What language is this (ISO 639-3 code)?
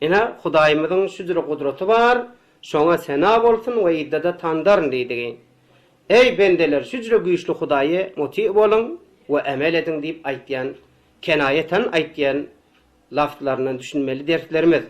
tuk